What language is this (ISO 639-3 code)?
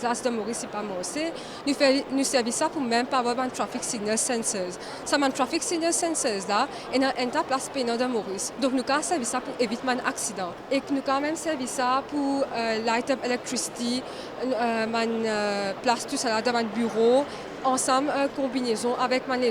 mfe